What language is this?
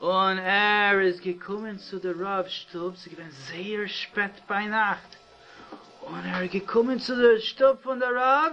Yiddish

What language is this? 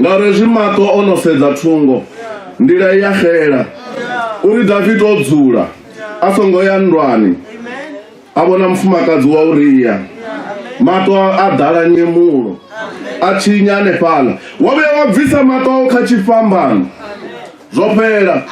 Venda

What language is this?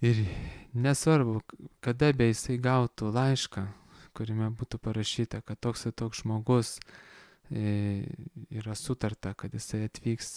Lithuanian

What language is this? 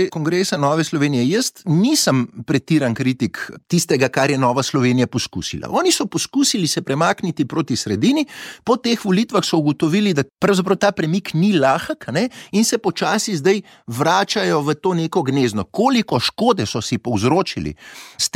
Slovenian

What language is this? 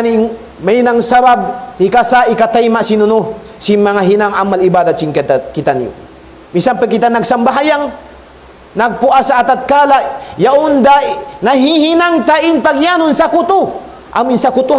Tausug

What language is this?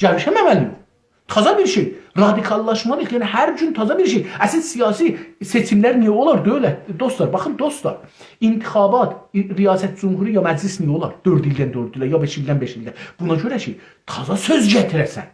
South Azerbaijani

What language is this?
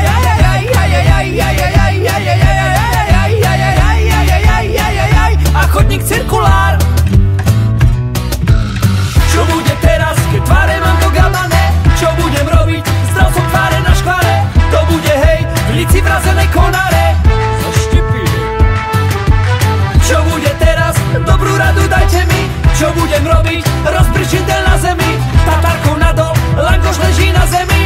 Slovak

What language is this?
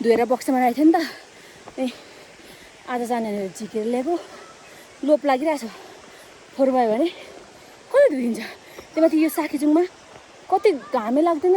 Nepali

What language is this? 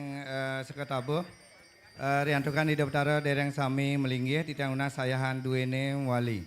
Balinese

